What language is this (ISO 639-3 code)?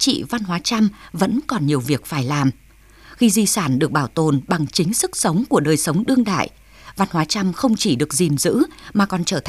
vie